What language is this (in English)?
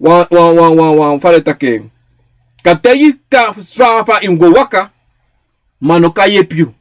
Sranan Tongo